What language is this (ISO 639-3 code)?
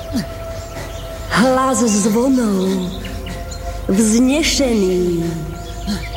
slk